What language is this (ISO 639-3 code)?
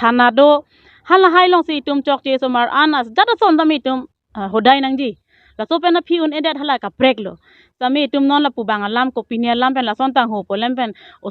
mjw